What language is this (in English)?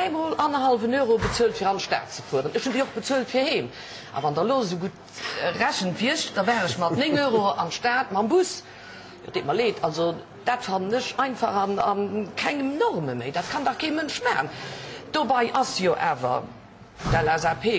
Luxembourgish